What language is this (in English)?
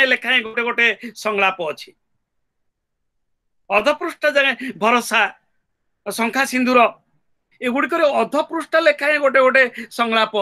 Odia